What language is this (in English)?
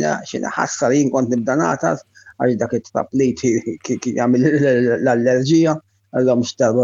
Maltese